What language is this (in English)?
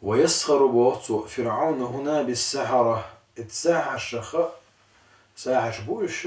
Chechen